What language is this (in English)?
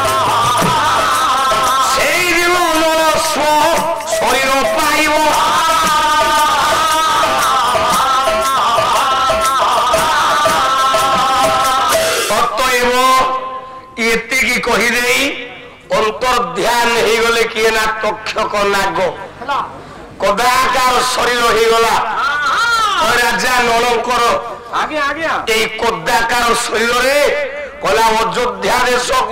Odia